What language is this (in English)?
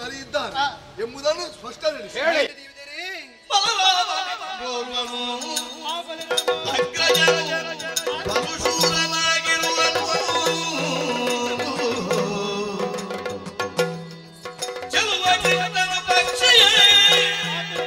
Kannada